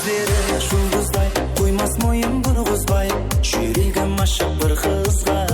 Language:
Kara-Kalpak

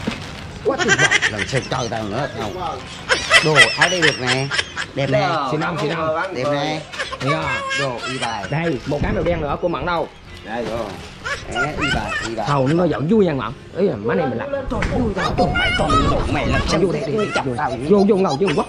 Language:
Vietnamese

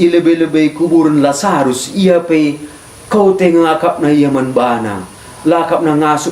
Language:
Batak Karo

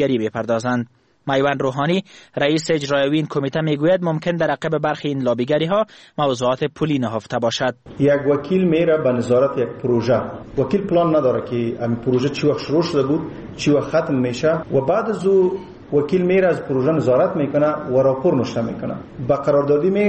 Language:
Persian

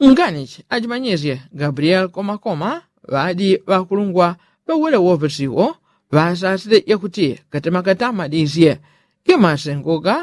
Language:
Yao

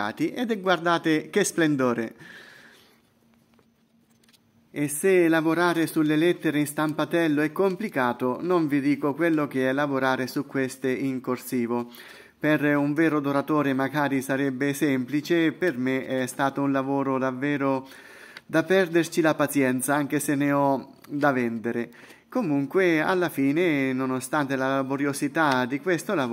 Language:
Italian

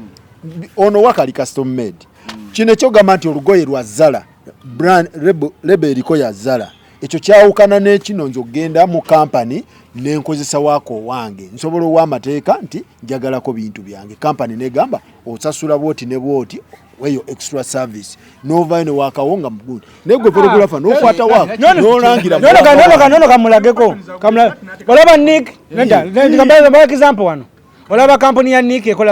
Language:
Ganda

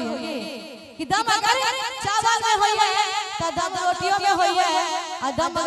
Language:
Maithili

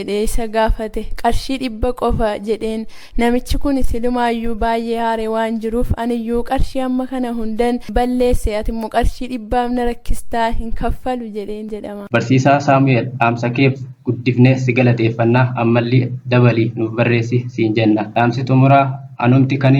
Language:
Oromo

